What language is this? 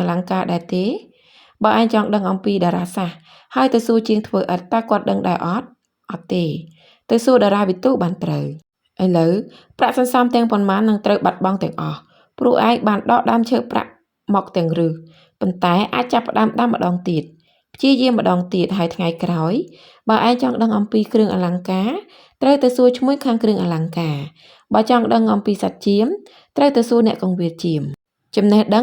Khmer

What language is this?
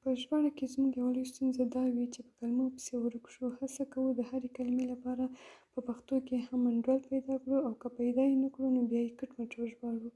Pashto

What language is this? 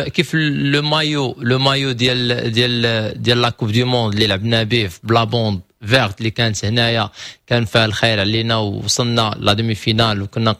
Moroccan Arabic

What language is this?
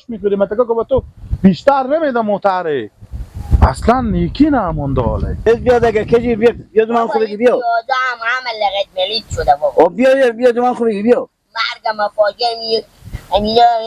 Persian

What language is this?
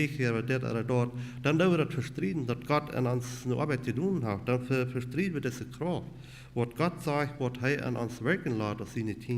Plautdietsch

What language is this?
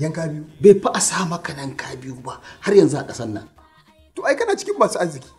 Hausa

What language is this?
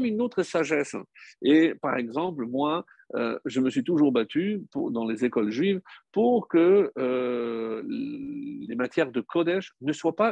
French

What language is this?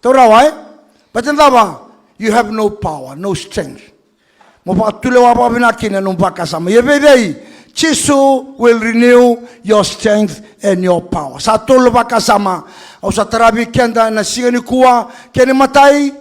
Fijian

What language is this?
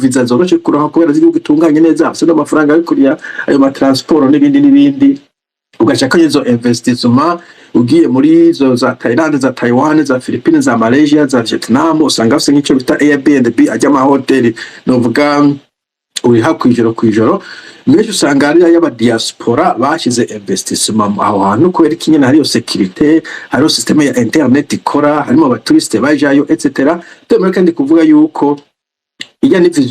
Rundi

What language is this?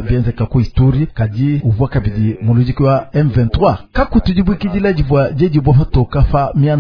Luba-Lulua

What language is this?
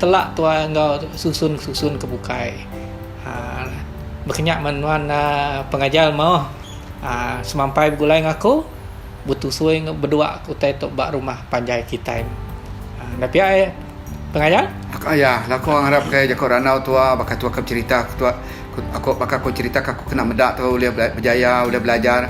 Iban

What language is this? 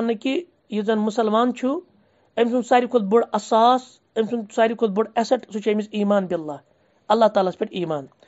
Kashmiri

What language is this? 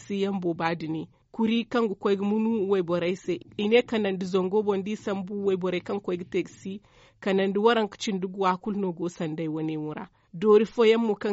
Zarma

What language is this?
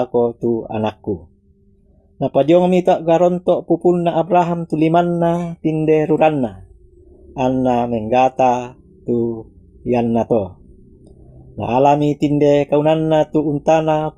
Toraja-Sa'dan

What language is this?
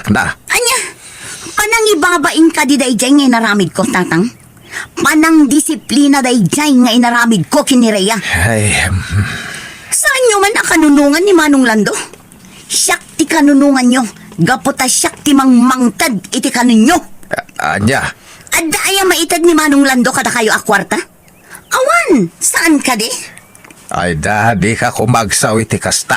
Iloko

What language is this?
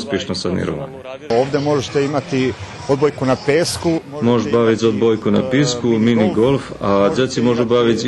Rusyn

